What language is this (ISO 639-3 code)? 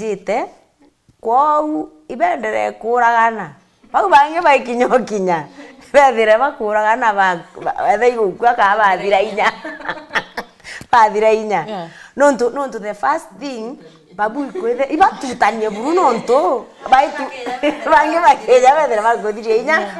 mer